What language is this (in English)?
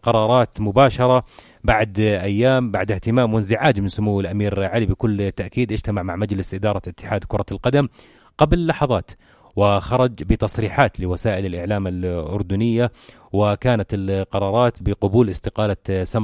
North Levantine Arabic